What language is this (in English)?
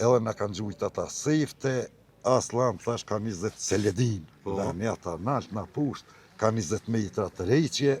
Albanian